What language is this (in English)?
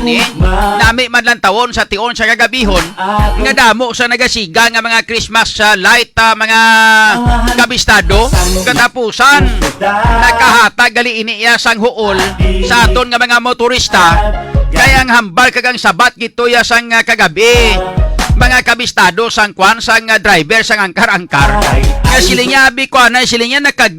Hiligaynon